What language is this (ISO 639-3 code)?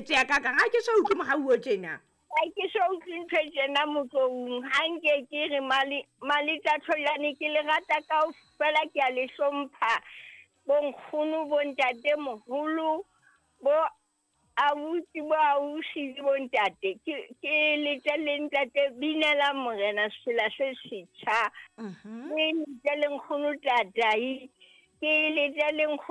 sot